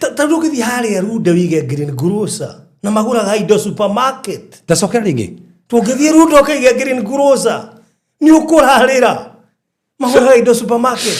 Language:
Kikuyu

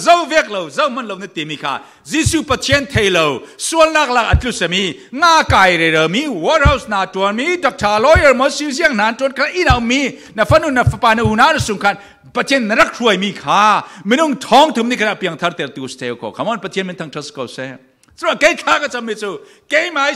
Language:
Falam Chin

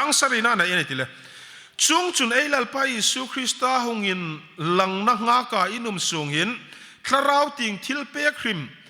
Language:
Hmar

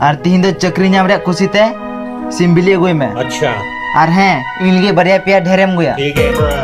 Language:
Santali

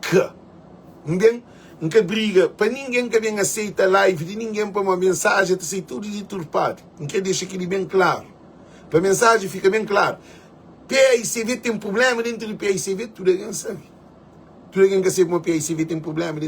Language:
Kabuverdianu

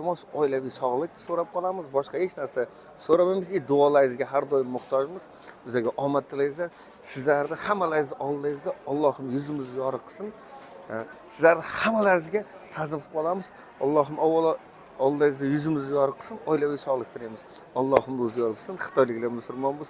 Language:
Uzbek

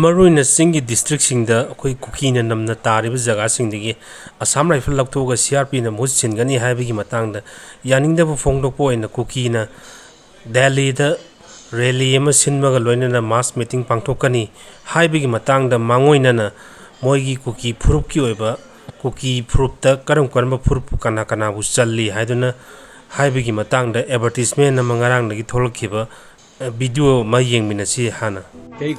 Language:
Manipuri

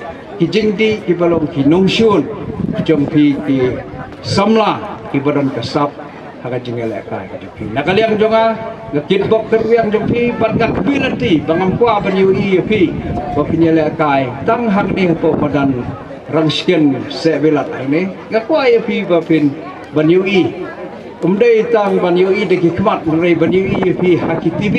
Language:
Khasi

